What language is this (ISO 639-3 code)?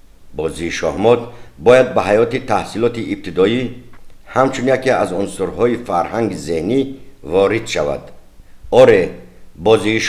tgk